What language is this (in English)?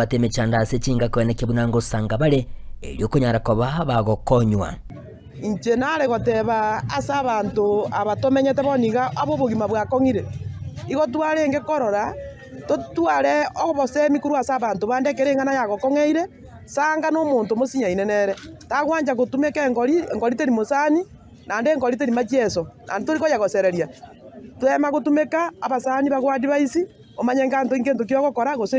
Gusii